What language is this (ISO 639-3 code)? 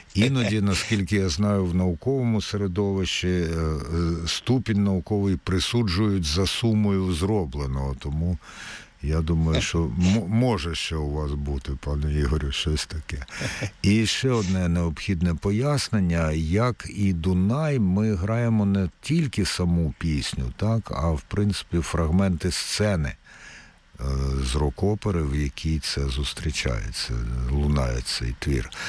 ukr